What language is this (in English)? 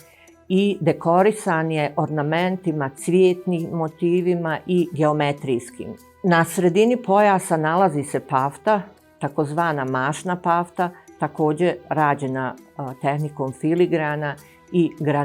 Bosnian